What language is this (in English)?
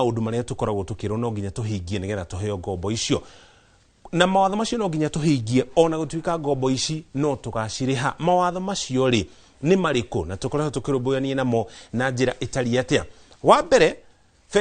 Kikuyu